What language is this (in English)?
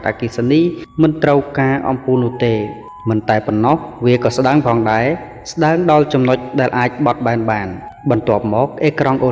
Khmer